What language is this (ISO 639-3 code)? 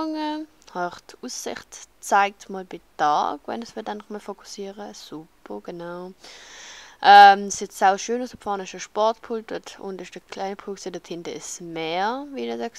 gsw